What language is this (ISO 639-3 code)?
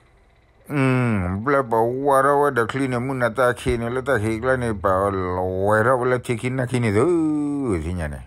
ksw